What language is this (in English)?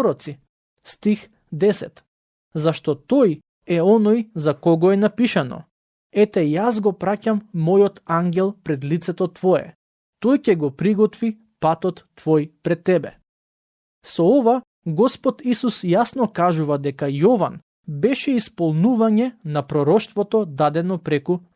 Macedonian